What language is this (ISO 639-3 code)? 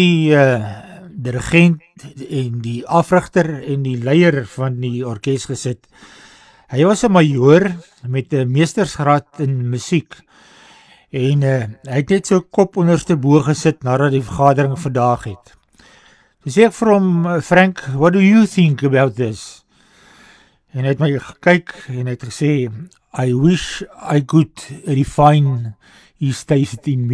afr